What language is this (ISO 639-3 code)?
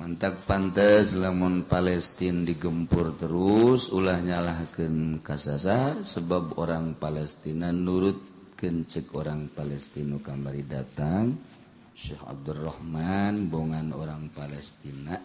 sun